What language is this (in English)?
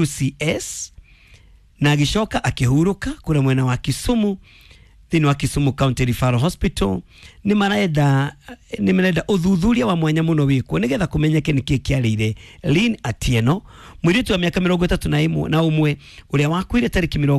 Kikuyu